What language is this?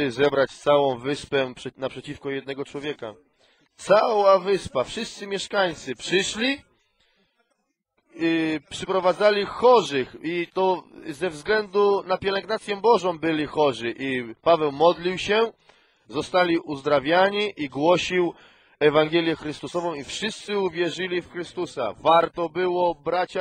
Polish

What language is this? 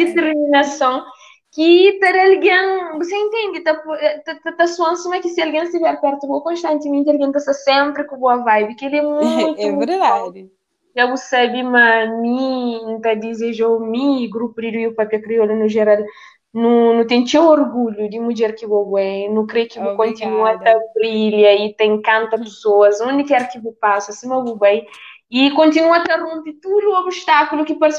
Kabuverdianu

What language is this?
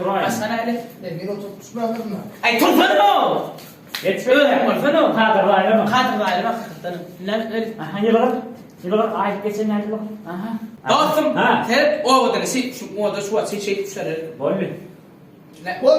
Turkmen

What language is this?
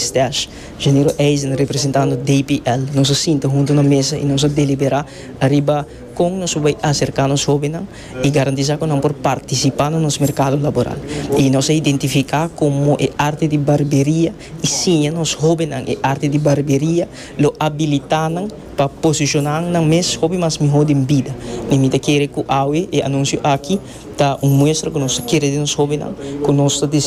Papiamento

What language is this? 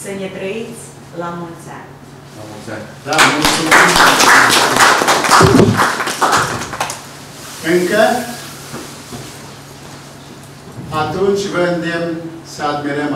Romanian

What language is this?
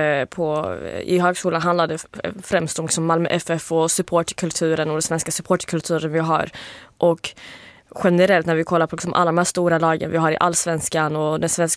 Swedish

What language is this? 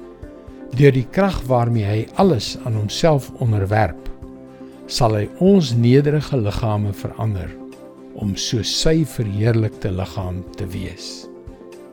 Afrikaans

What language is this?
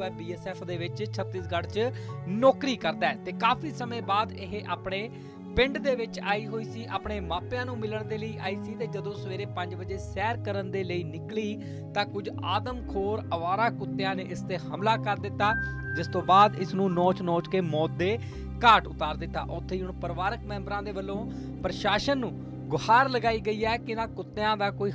Punjabi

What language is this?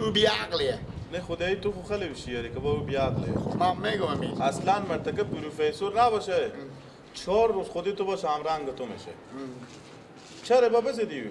Persian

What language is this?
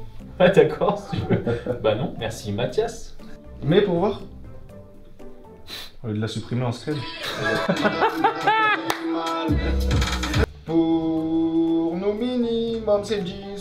French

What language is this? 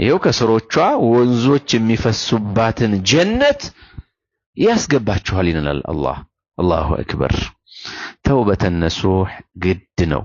Amharic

